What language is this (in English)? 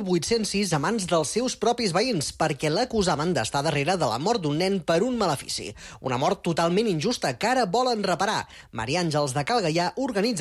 Catalan